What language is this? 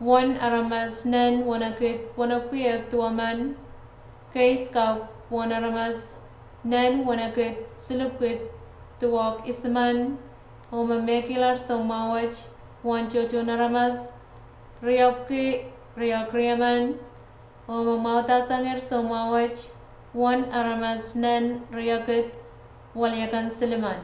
Pohnpeian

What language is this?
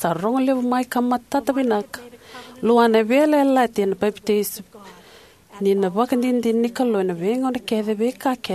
Fijian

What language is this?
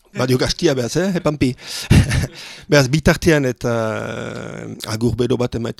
Basque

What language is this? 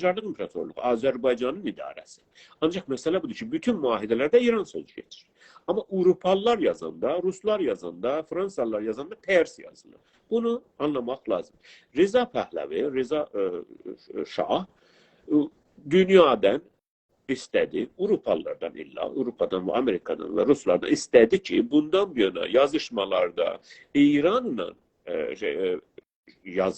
South Azerbaijani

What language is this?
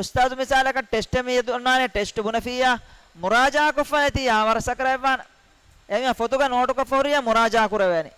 Divehi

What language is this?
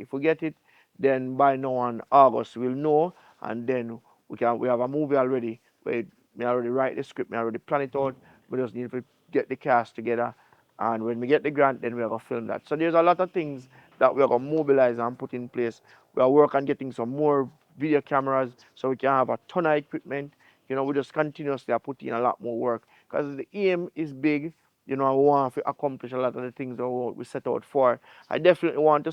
Jamaican Creole English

